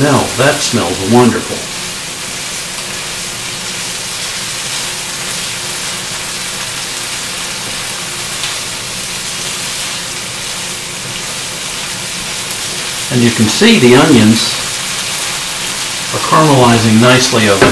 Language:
English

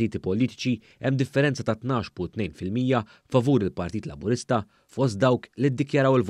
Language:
Maltese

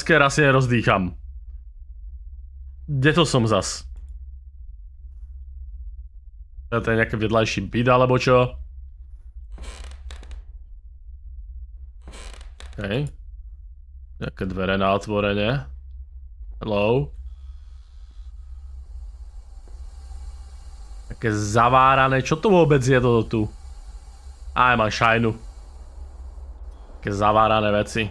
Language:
Slovak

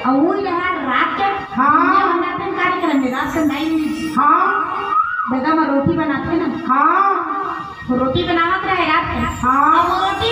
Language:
Chhattisgarhi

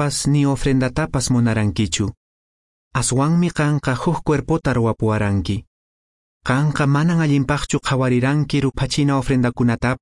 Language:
Quechua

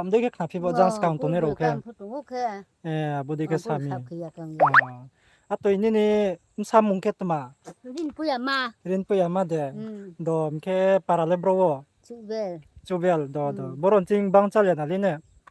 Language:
Riang (India)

